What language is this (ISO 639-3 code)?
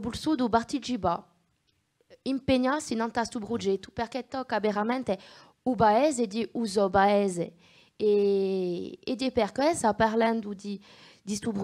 cos